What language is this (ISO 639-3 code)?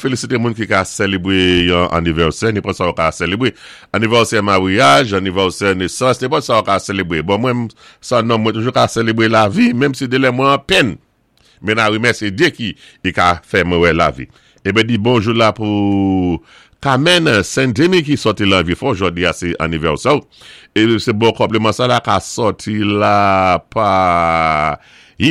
acf